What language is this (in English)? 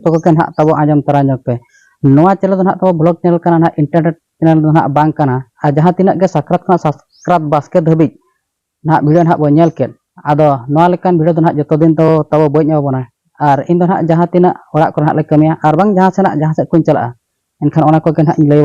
Santali